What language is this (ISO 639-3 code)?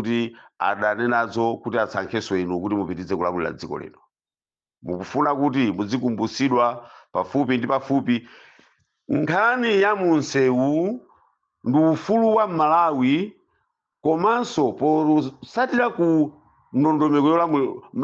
nya